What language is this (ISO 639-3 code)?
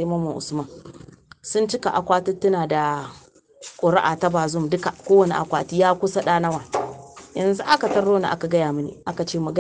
hau